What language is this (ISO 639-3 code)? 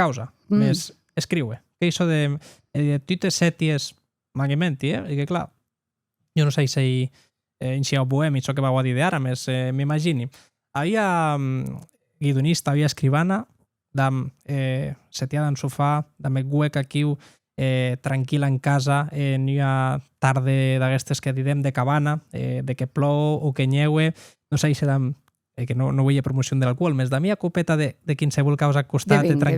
oci